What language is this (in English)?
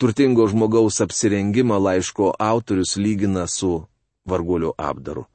Lithuanian